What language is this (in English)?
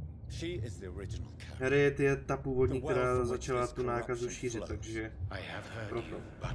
Czech